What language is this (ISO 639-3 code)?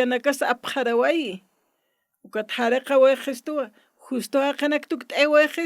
aym